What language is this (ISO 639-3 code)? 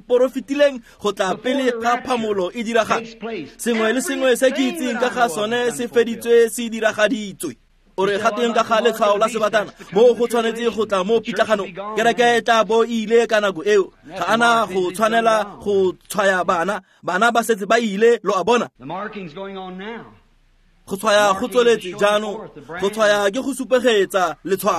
tsn